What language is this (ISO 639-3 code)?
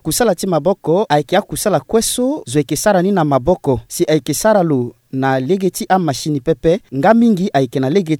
sag